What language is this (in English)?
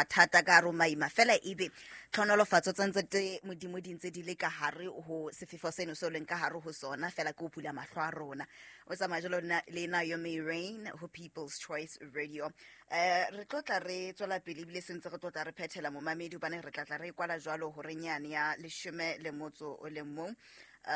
Southern Sotho